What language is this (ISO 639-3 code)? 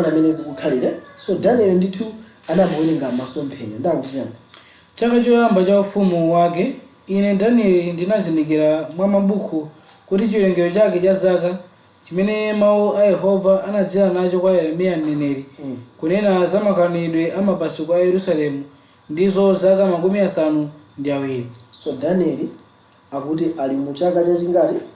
nya